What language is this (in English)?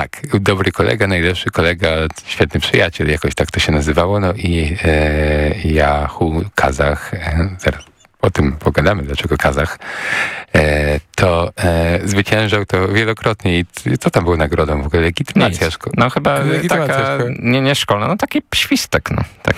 Polish